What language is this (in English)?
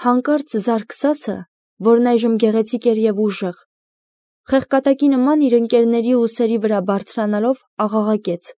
Armenian